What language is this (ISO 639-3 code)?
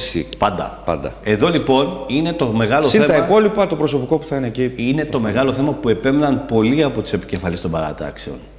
ell